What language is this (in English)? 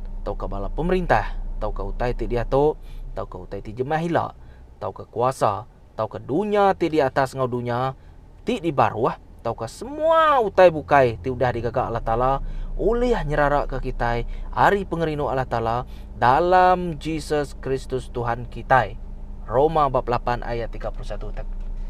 Iban